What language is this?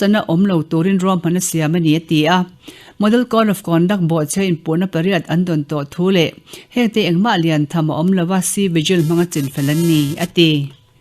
Mizo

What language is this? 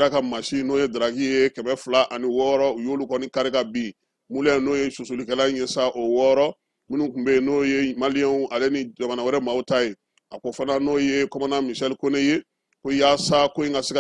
Bambara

